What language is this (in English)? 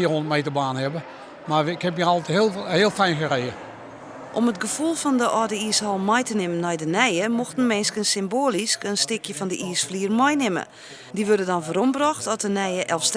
Western Frisian